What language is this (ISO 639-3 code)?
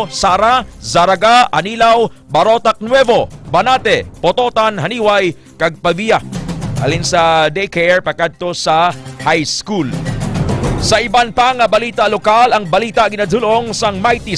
hil